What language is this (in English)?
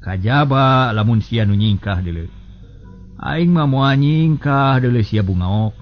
Sundanese